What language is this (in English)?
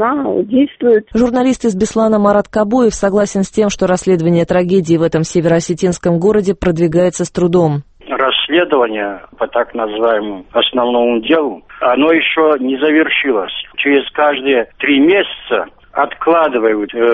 Russian